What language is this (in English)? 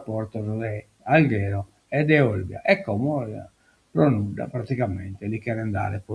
Sardinian